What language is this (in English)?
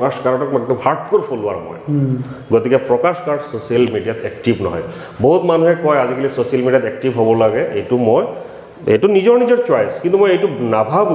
Assamese